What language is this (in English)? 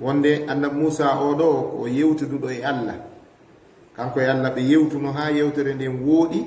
Fula